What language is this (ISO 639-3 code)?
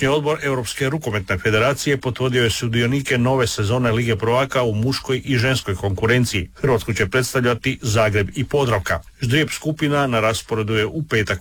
hrv